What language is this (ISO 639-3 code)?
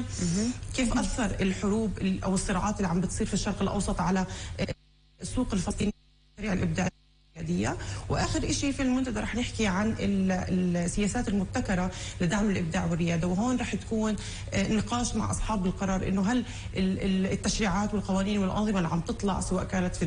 apc